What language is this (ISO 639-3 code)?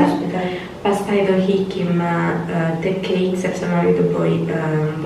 sqi